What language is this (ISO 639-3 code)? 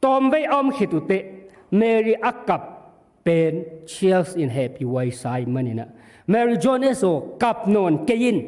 ctd